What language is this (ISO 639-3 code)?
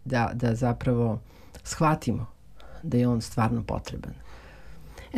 srp